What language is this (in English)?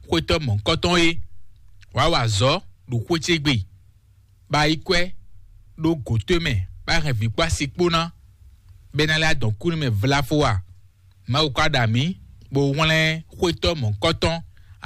Fon